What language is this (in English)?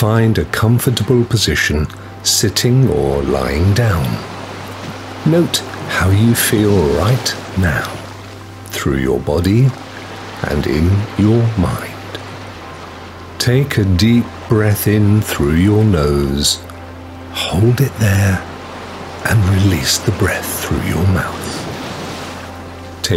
English